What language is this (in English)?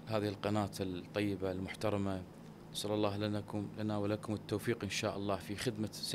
Mesopotamian Arabic